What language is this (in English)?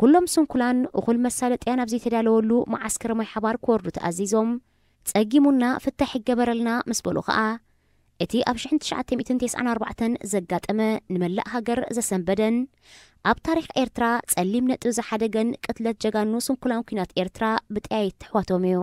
Tigrinya